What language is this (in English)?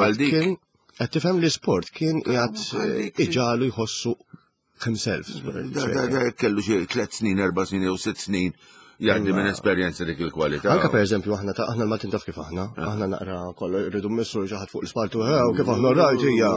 Maltese